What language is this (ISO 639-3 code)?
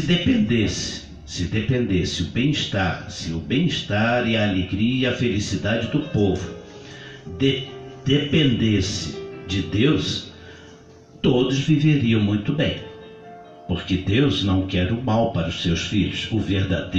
por